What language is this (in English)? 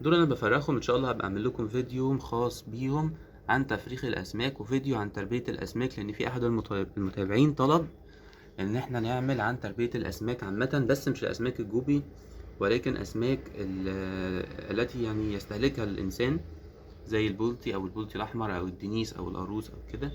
Egyptian Arabic